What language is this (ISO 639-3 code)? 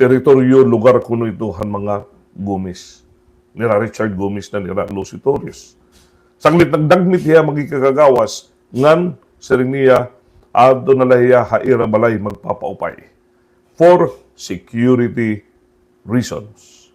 war